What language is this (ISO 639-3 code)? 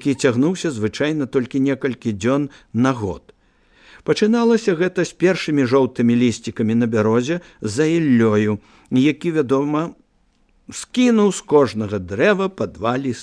bel